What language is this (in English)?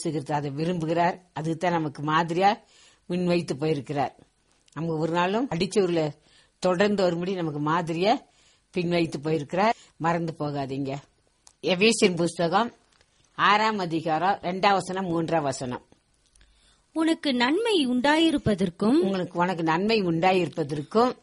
Tamil